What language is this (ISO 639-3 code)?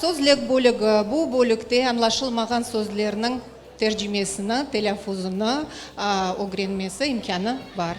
crh